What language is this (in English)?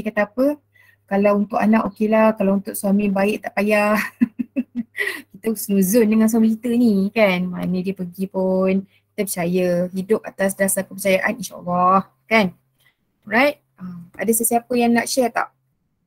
Malay